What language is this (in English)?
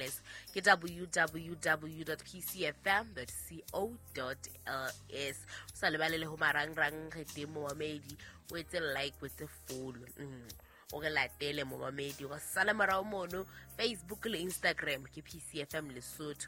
Southern Sotho